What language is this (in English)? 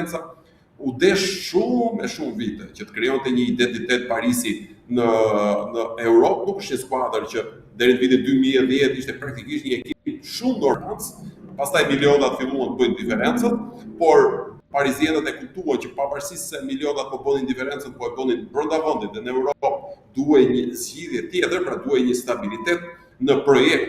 Albanian